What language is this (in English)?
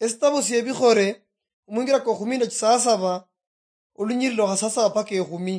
Luyia